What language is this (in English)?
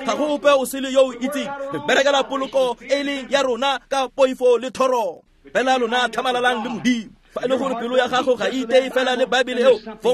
Tswana